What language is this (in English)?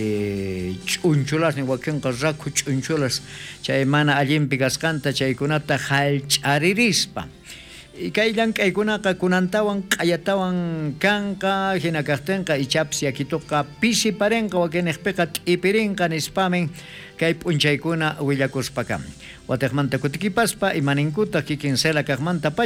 South Bolivian Quechua